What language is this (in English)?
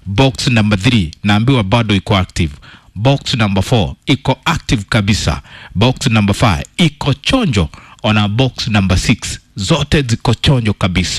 Kikuyu